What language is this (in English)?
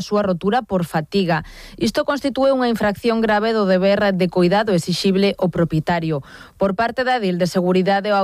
Galician